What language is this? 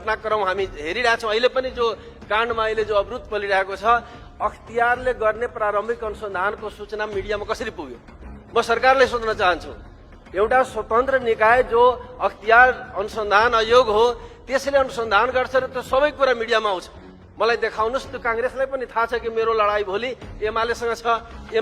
Nepali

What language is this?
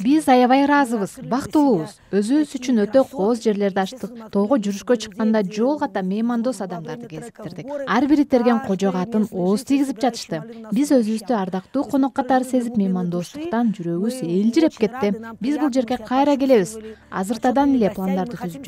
Kyrgyz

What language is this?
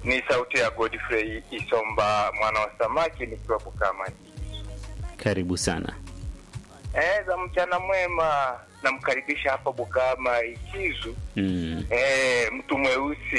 Swahili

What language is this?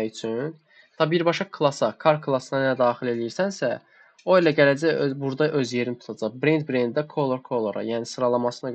Azerbaijani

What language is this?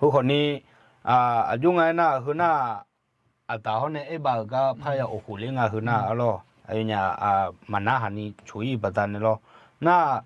Akha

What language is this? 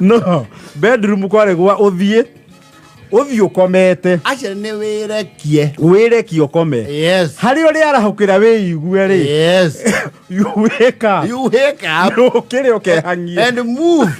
Kikuyu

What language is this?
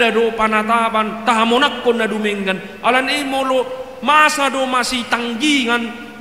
Batak Toba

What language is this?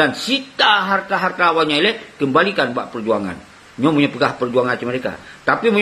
Achinese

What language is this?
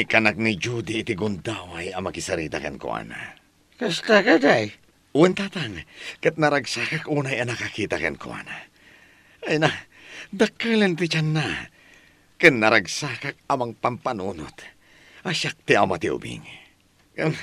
Iloko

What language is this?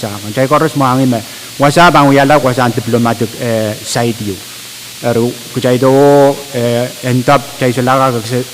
Pohnpeian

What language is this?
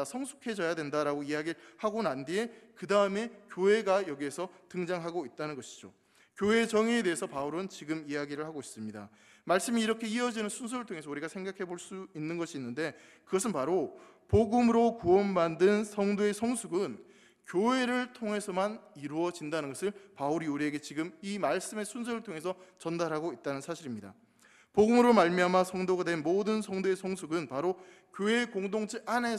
Korean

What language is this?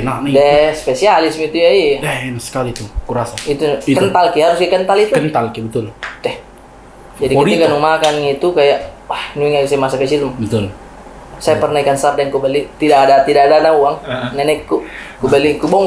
Makassar Malay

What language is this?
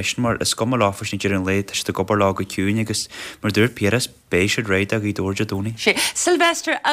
Irish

